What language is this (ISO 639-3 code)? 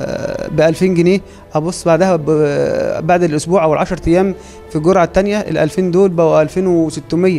arz